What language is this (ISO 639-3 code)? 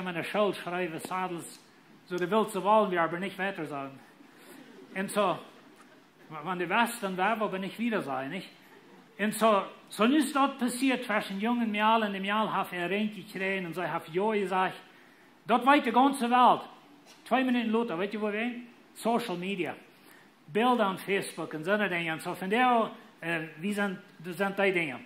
pdt